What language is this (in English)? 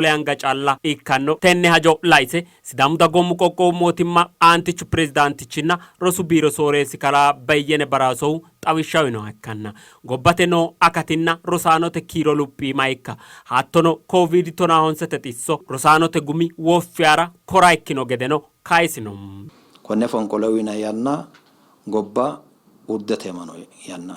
Sidamo